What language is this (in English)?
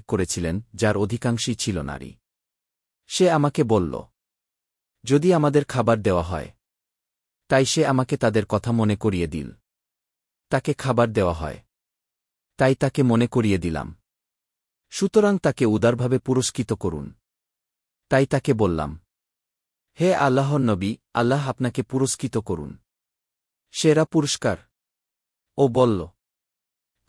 Bangla